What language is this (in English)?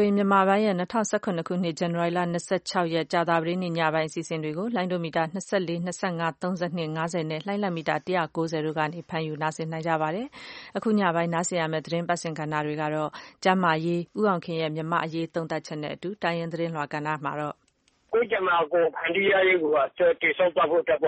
Burmese